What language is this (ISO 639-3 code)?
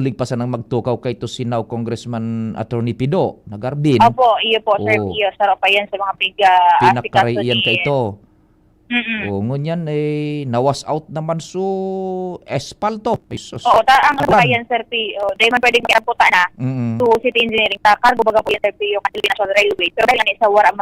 bik